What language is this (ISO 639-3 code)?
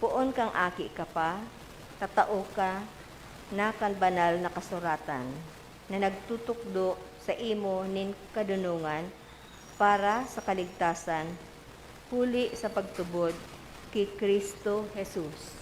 bik